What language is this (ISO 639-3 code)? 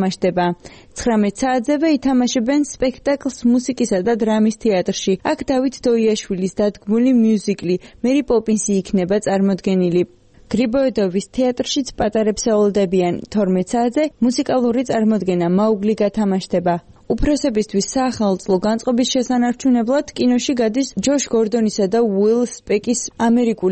kat